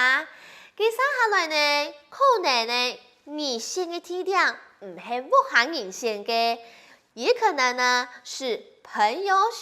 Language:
Hakka Chinese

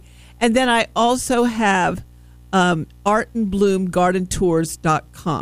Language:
English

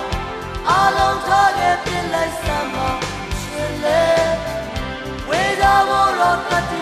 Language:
Burmese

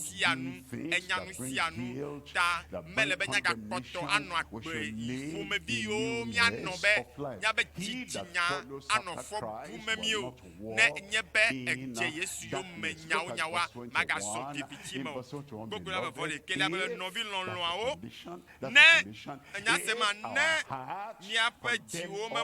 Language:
Ewe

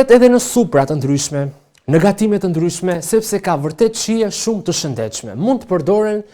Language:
Albanian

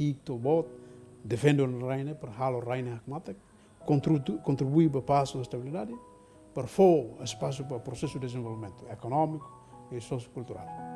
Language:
Tetum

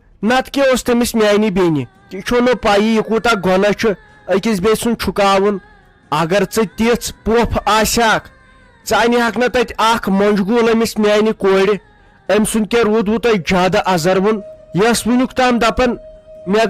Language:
Kashmiri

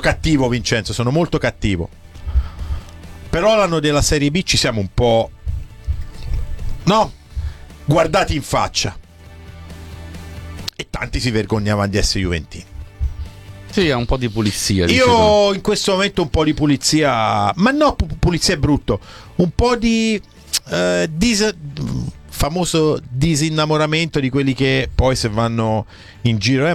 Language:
Italian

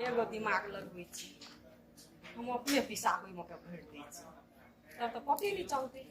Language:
Maithili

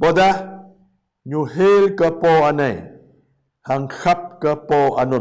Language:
Jarai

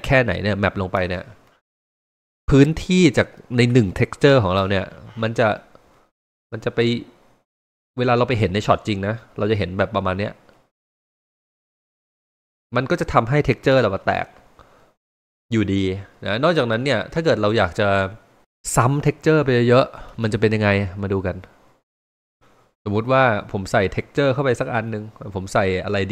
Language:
Thai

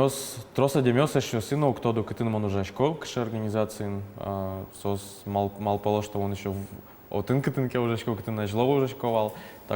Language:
Udmurt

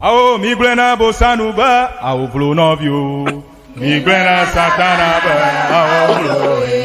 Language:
Ewe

